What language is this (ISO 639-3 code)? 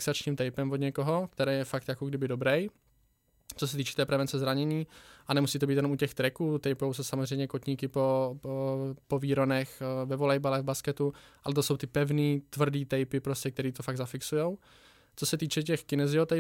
ces